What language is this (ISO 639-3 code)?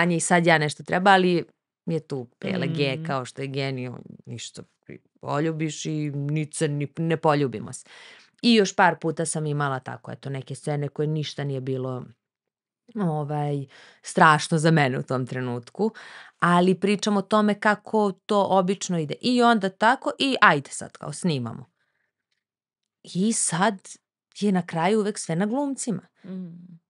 srp